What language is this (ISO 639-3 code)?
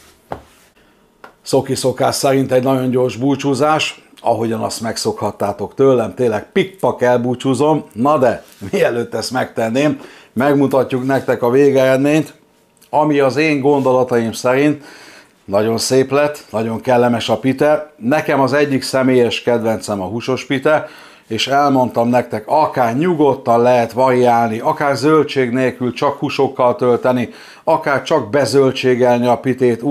hun